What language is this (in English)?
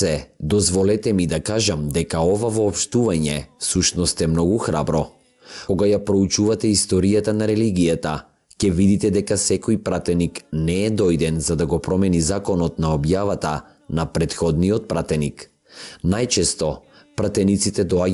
Macedonian